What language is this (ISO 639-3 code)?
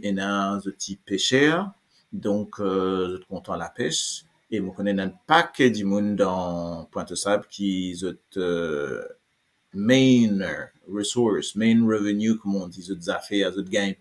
mfe